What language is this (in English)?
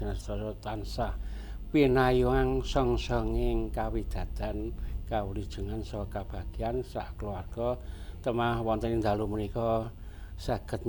Javanese